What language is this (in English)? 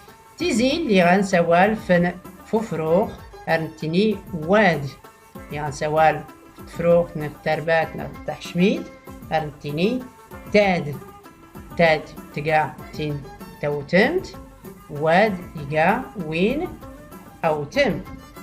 Tachelhit